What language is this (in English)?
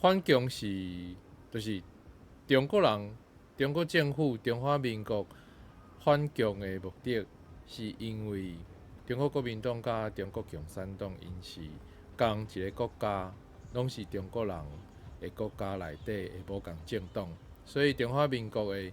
Min Nan Chinese